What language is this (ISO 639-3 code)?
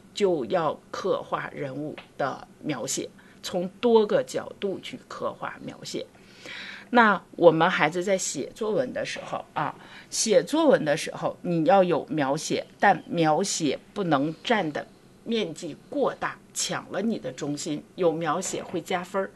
zho